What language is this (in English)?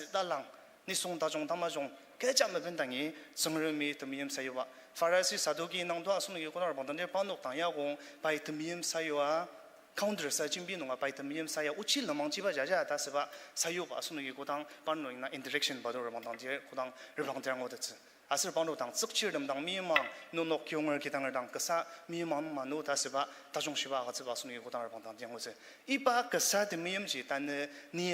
Ao Naga